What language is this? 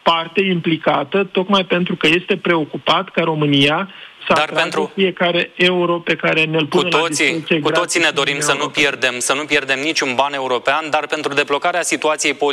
Romanian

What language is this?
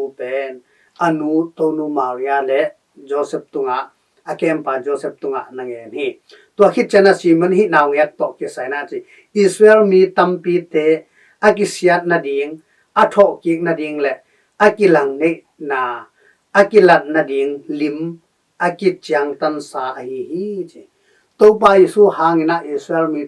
Tedim Chin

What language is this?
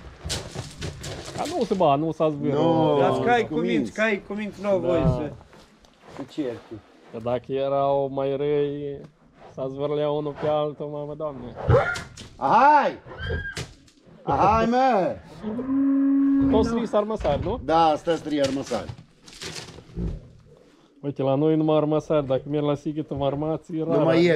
Romanian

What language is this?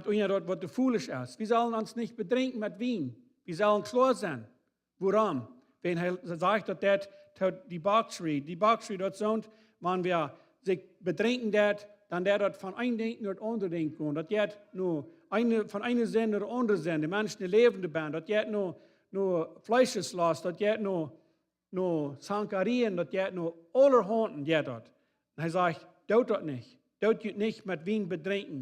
Plautdietsch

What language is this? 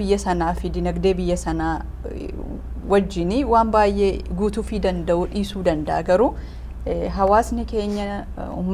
Oromo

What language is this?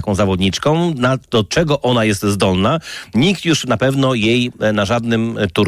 Polish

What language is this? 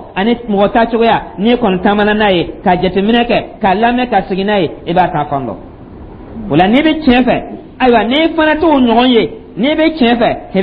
Dyula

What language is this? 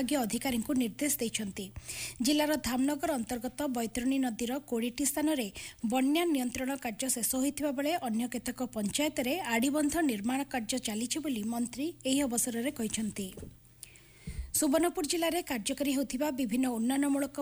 Odia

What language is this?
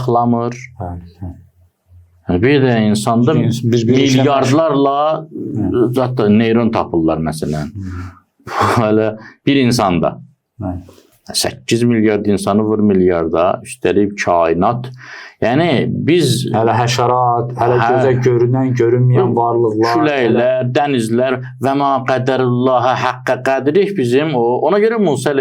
Azerbaijani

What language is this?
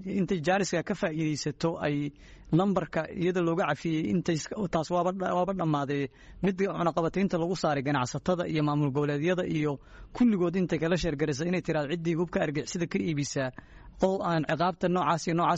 Somali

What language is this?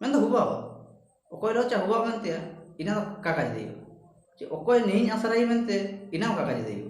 Ho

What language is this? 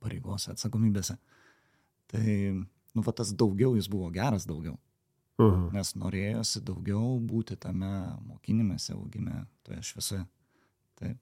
Lithuanian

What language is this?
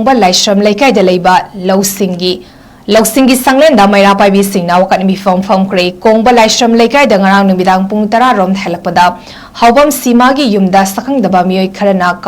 Manipuri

